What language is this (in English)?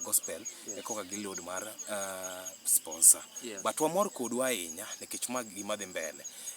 Luo (Kenya and Tanzania)